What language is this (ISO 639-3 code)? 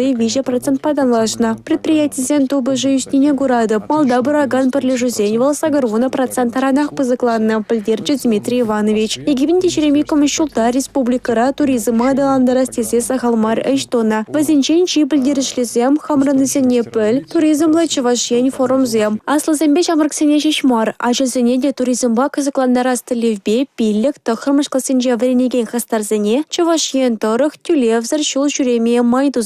chv